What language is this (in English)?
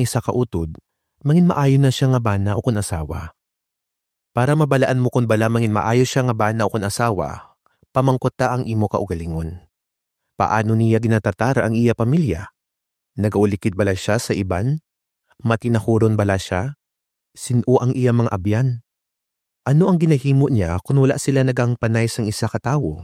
Hiligaynon